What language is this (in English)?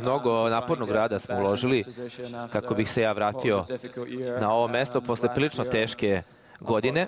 Serbian